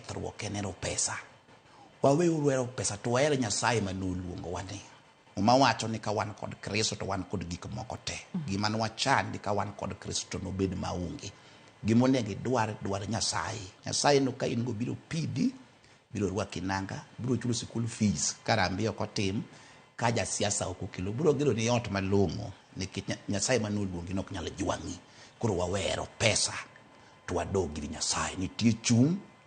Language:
Luo (Kenya and Tanzania)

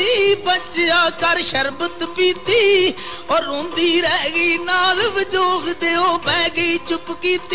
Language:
Punjabi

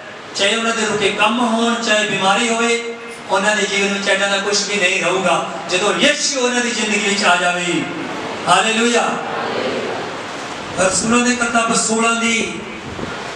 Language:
Punjabi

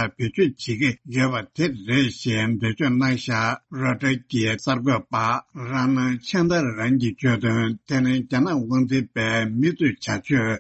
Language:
Tibetan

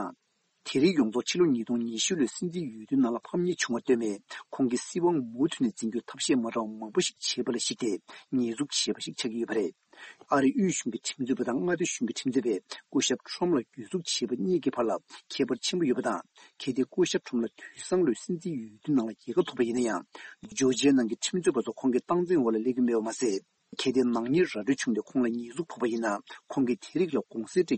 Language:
Tibetan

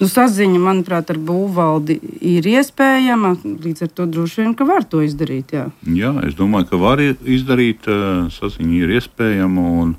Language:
Latvian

